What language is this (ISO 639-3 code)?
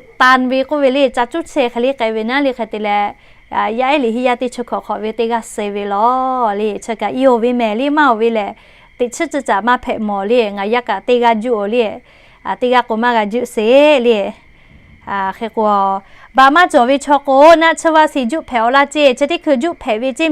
lhu